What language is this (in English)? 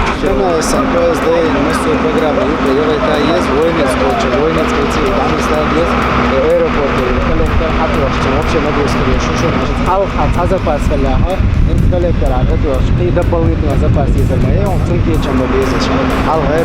Chechen